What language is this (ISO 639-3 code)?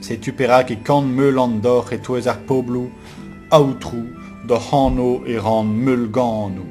bre